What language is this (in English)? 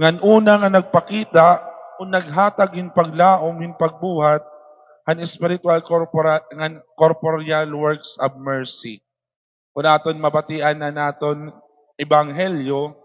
Waray